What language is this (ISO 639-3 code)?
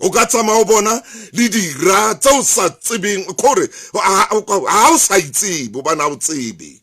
sot